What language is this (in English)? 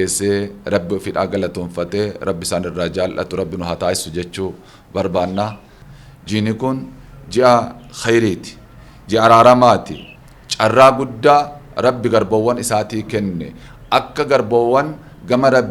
Oromo